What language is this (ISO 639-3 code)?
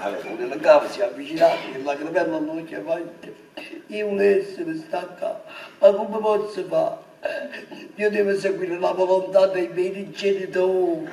nap